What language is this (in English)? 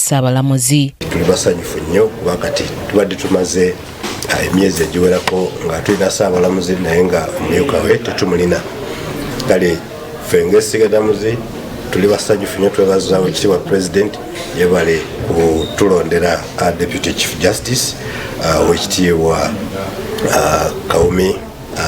Ganda